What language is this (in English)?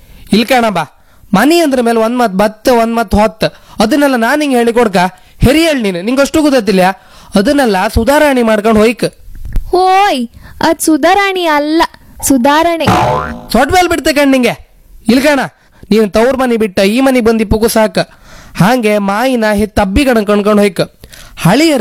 Kannada